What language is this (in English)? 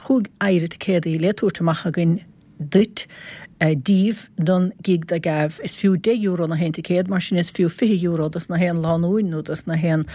Irish